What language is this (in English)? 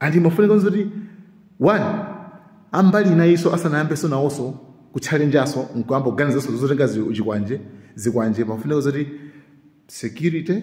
Nyanja